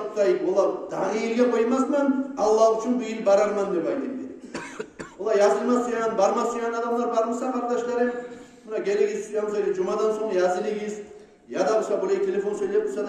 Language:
Kumyk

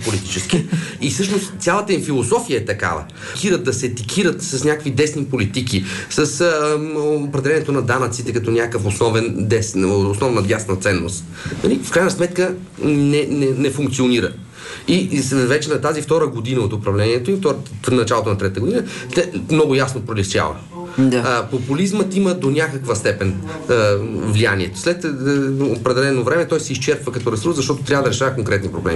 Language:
Bulgarian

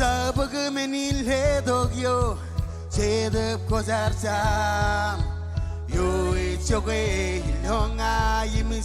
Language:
Marshallese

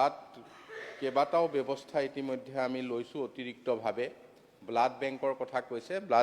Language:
Assamese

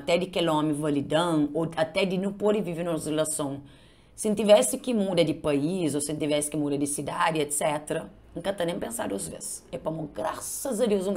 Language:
Kabuverdianu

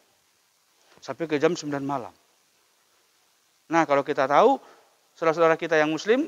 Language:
Indonesian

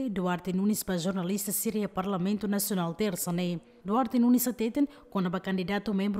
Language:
Tetum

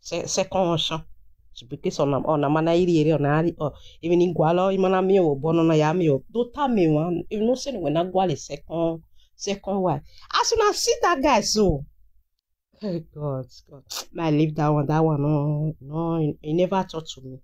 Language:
Nigerian Pidgin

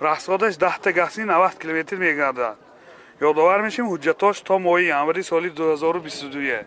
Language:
Tajik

